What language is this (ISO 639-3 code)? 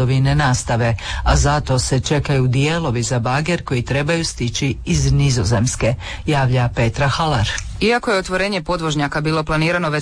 hrv